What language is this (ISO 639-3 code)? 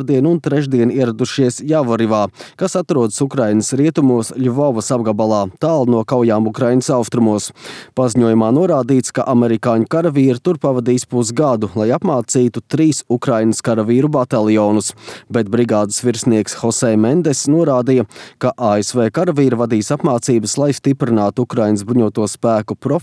lav